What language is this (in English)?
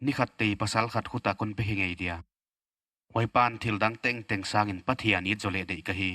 Paite Chin